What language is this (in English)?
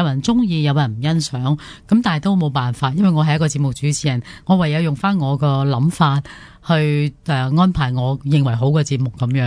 Cantonese